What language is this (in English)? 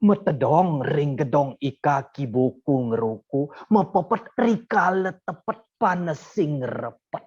Balinese